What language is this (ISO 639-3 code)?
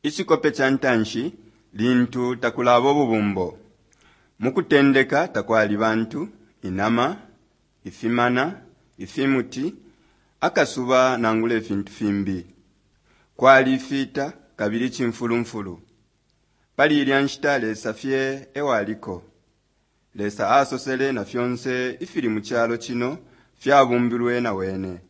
bem